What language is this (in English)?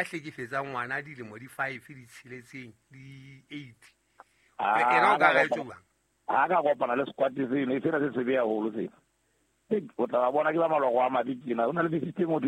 Southern Sotho